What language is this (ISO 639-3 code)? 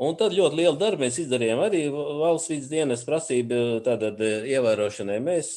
lav